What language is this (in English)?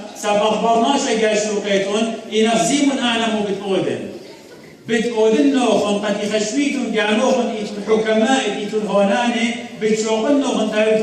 Assyrian Neo-Aramaic